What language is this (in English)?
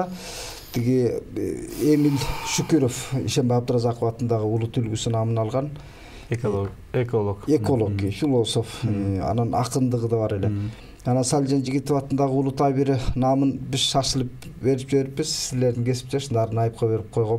Kyrgyz